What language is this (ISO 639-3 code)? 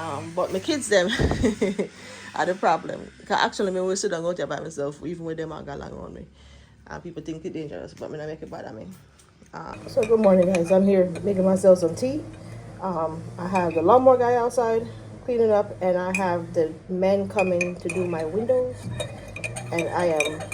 jam